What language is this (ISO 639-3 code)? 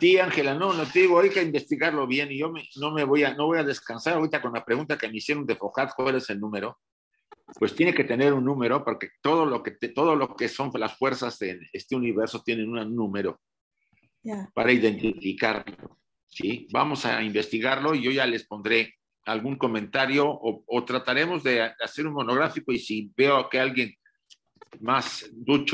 spa